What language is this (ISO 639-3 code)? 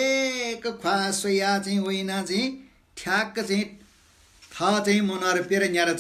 new